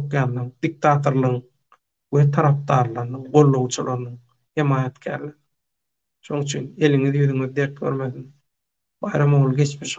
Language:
Turkmen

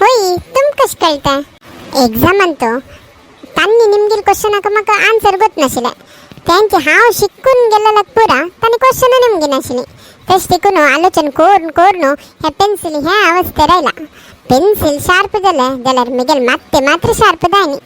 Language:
Konkani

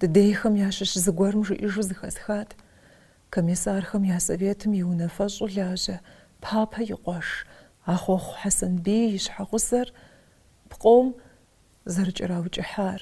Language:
Kabardian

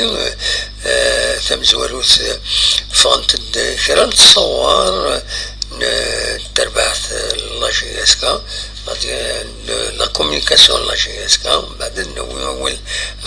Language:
Kabyle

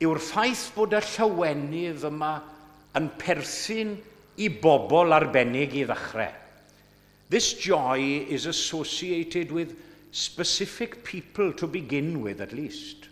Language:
Welsh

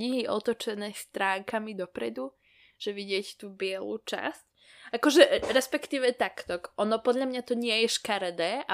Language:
Slovak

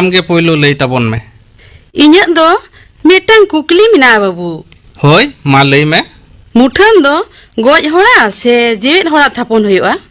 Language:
Santali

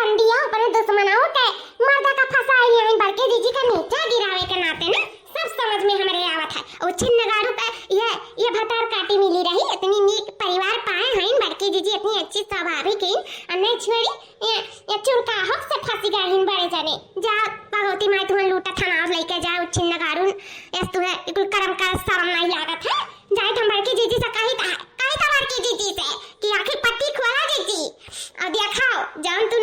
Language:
Awadhi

